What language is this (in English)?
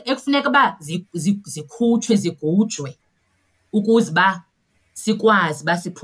Xhosa